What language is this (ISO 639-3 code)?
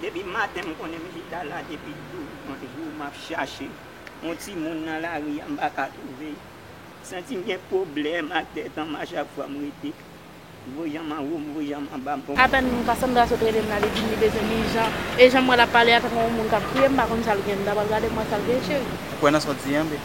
hat